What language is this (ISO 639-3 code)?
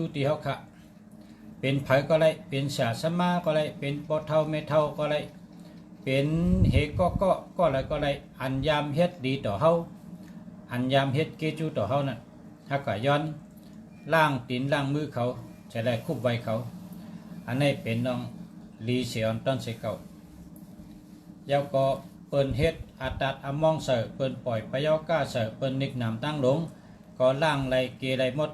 shn